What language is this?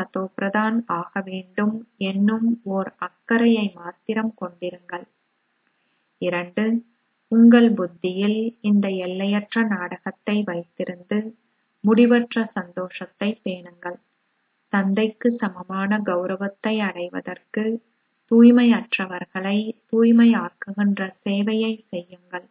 Tamil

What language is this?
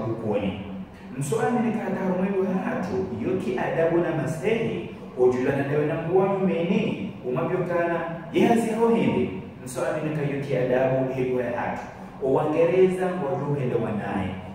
Ngazidja Comorian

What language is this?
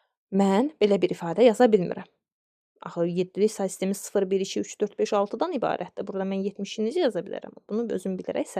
Azerbaijani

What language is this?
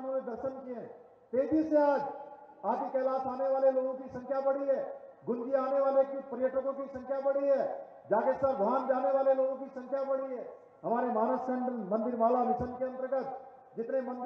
Hindi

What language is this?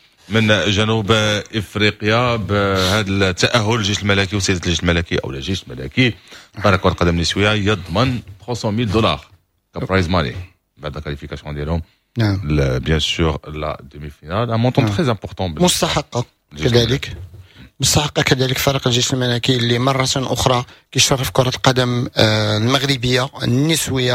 Moroccan Arabic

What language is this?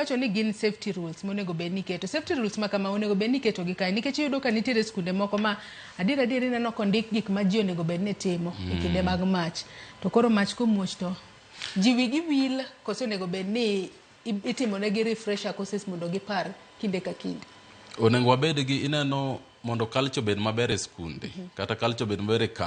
Luo (Kenya and Tanzania)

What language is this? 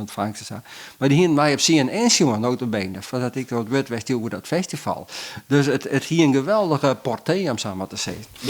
Western Frisian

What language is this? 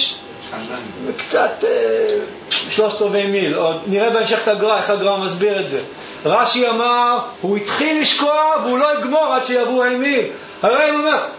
Hebrew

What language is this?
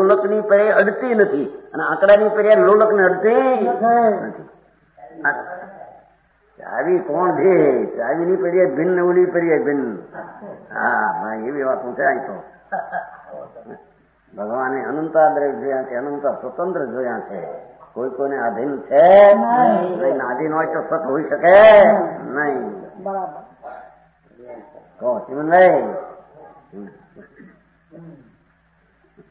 Gujarati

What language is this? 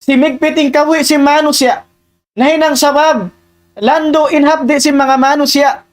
Tausug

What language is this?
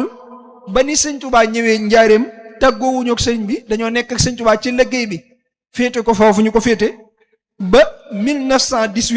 Wolof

